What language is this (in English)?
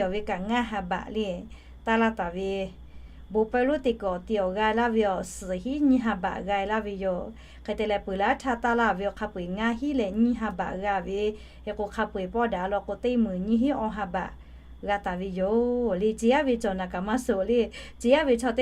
Lahu